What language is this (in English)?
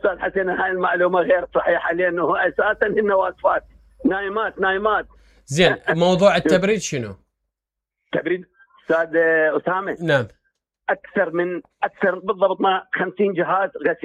Mesopotamian Arabic